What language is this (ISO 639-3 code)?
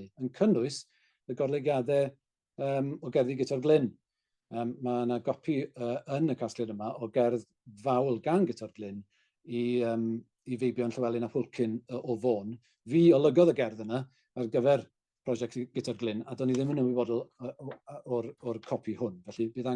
cym